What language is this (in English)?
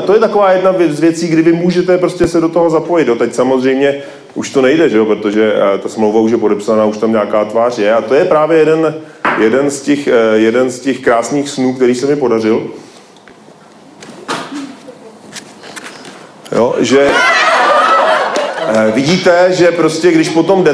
Czech